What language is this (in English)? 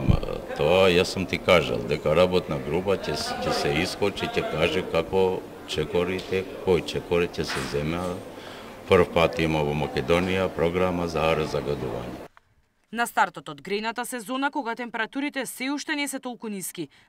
Macedonian